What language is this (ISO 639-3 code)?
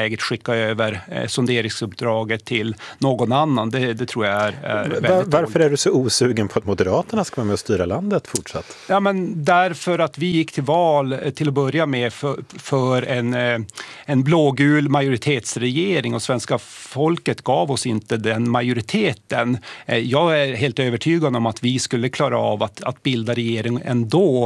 swe